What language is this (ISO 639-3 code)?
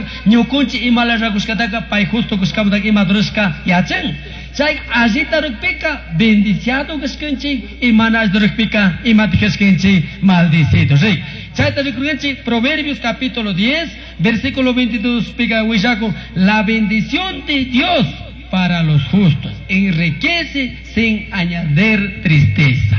qug